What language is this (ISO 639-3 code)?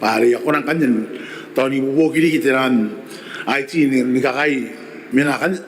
gil